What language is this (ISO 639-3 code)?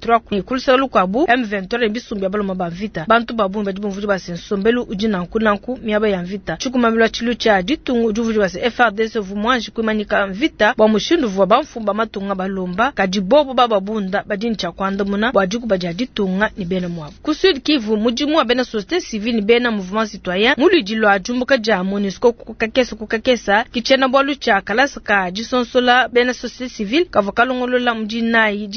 lua